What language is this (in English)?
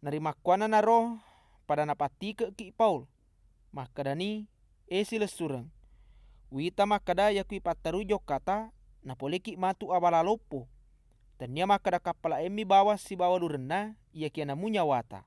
Buginese